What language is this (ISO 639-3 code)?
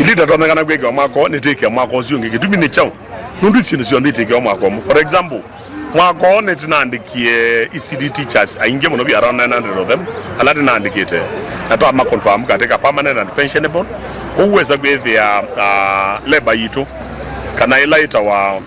kam